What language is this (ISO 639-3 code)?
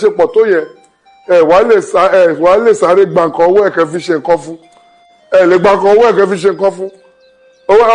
yor